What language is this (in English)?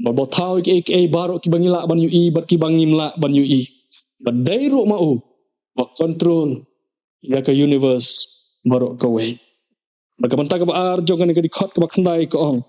Khasi